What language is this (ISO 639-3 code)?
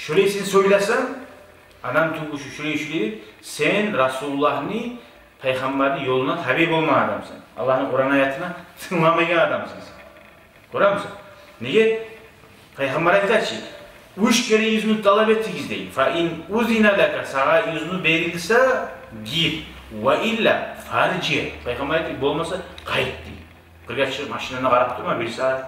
kum